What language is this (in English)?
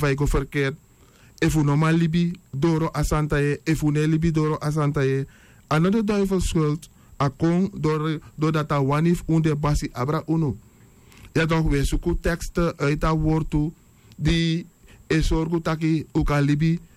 Sranan Tongo